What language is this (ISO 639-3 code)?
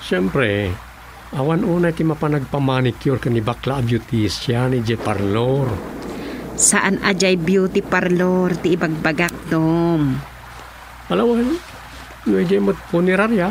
ilo